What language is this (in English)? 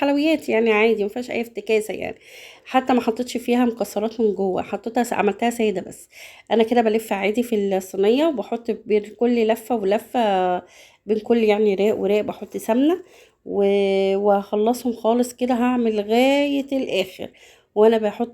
Egyptian Arabic